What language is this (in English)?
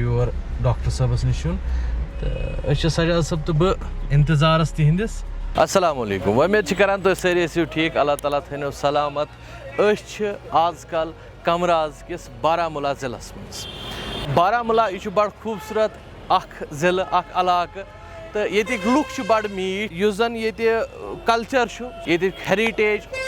Kashmiri